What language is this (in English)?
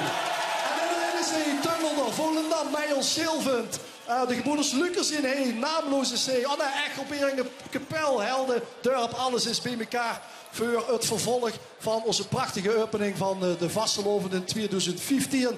Limburgish